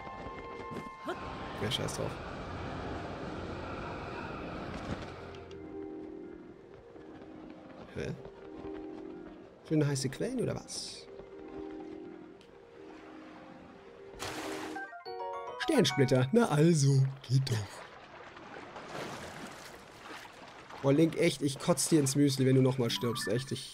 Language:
German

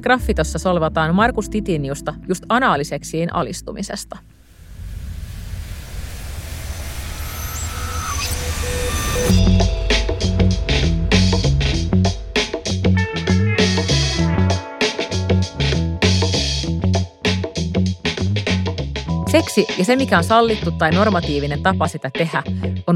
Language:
Finnish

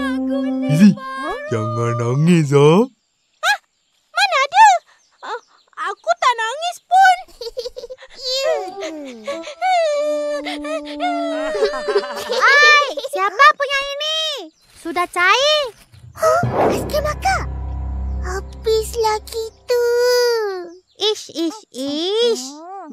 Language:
Malay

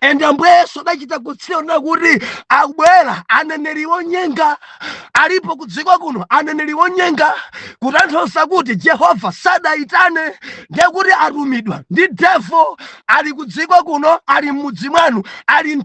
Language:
Nyanja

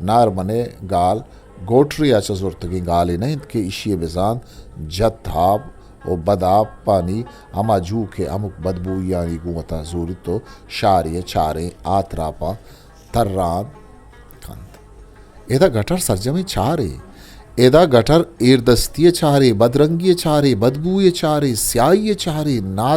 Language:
Eastern Balochi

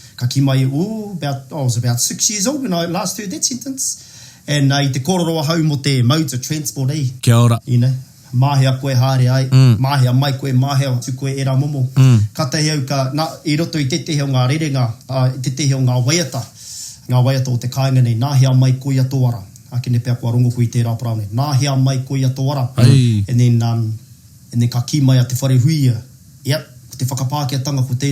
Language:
Māori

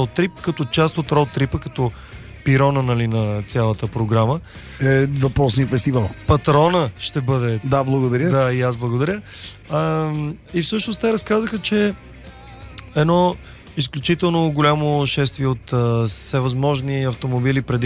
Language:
Bulgarian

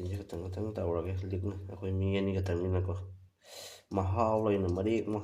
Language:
Manipuri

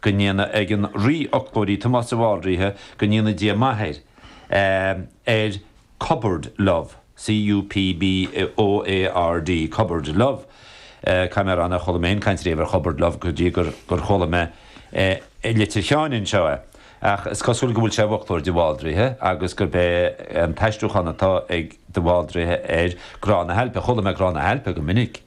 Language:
Irish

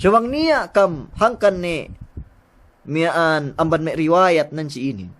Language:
Yakan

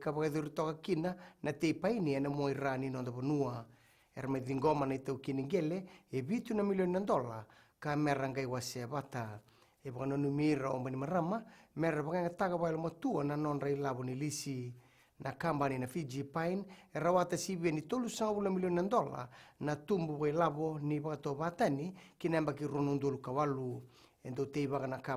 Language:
Fijian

